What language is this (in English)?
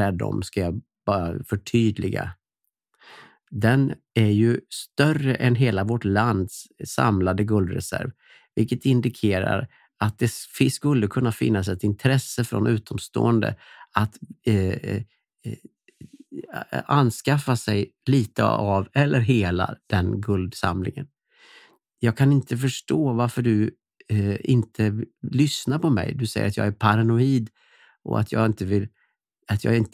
Swedish